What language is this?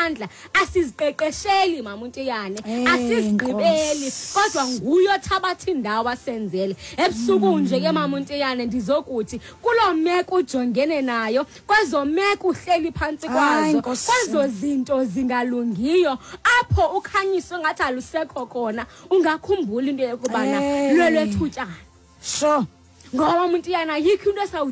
Xhosa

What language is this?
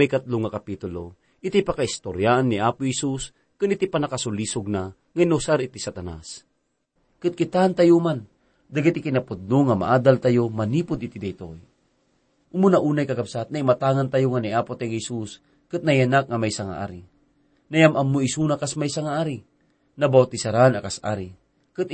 Iloko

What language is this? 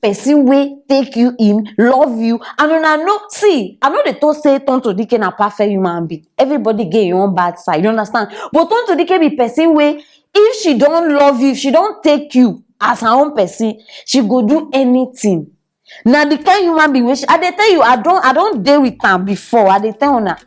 Nigerian Pidgin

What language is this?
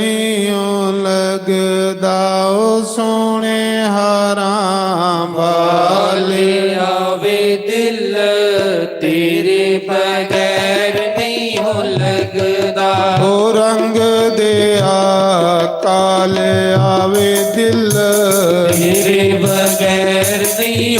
Dogri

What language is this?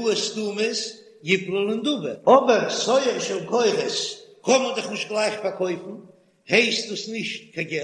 Yiddish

